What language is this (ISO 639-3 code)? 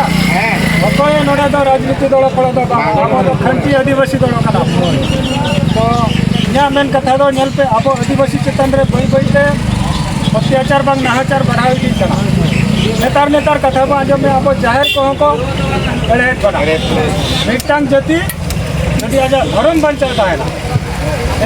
sat